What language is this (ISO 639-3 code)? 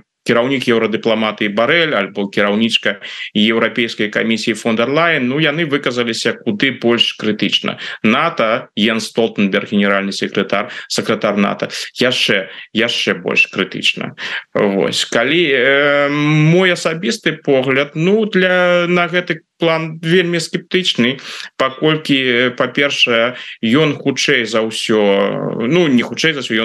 bel